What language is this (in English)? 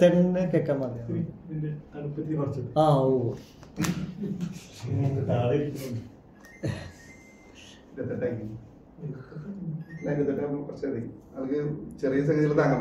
Malayalam